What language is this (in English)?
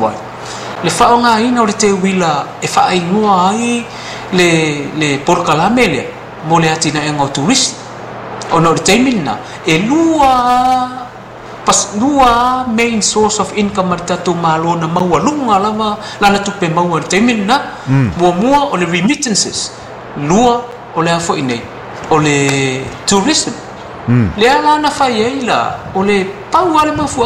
Samoan